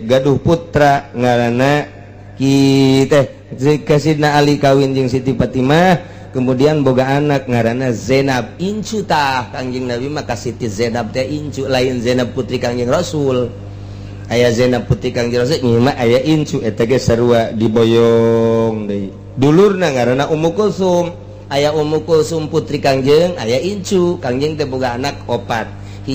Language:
Sundanese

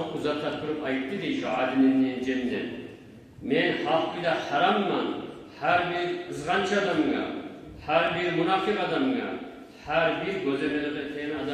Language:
Kumyk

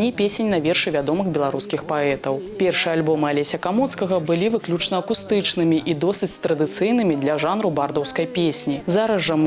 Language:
Belarusian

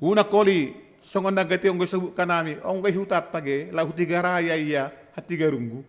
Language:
Batak Simalungun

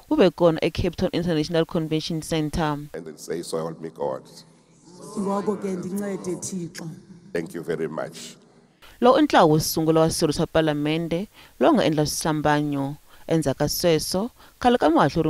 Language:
Tsonga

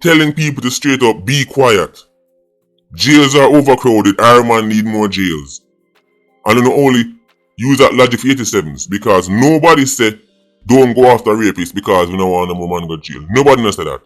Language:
Jamaican Creole English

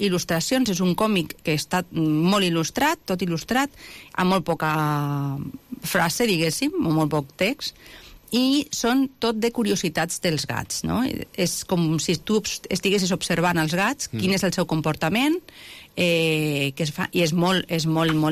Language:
Catalan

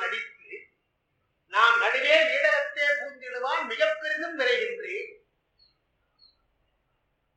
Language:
Tamil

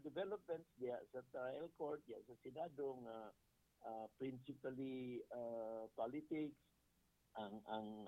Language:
Cebuano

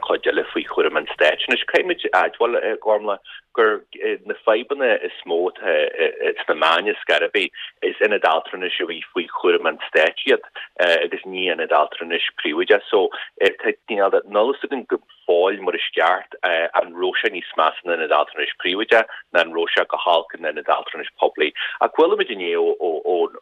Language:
Irish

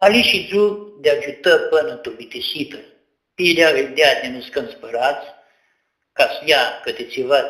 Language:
Aromanian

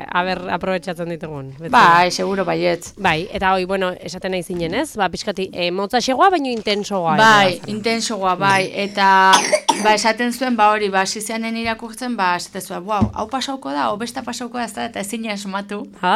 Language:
Basque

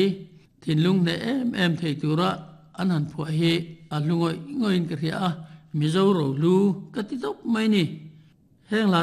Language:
Mizo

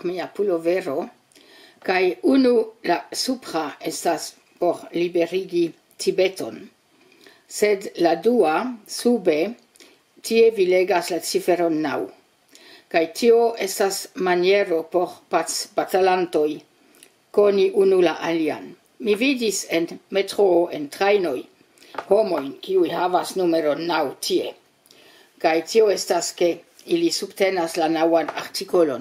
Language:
Esperanto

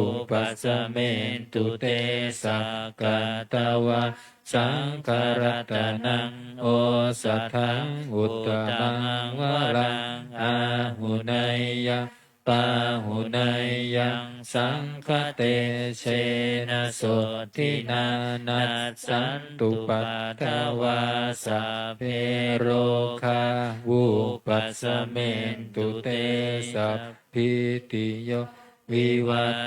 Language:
Pali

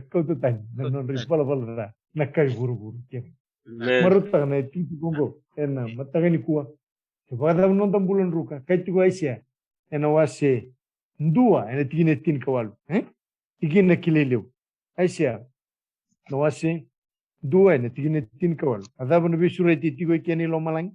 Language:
Fijian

